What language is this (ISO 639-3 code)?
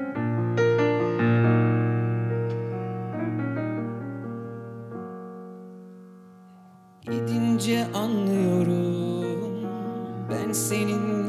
tur